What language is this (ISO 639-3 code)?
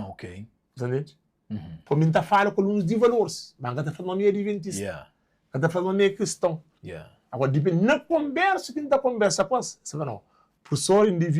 kea